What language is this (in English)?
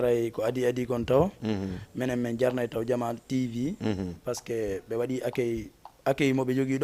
Fula